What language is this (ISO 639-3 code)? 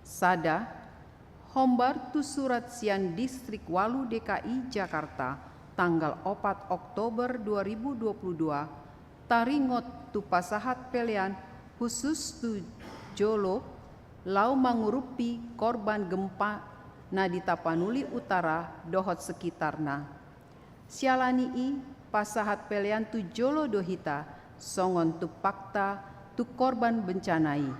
bbc